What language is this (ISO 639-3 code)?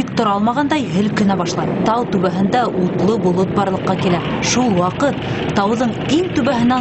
bak